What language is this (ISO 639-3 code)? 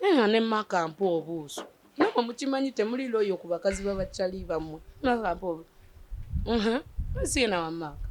lug